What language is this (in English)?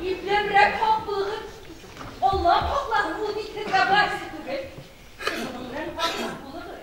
Bashkir